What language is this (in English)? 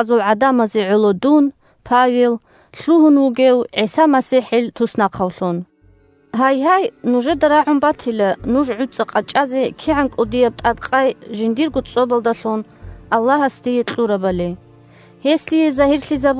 Avaric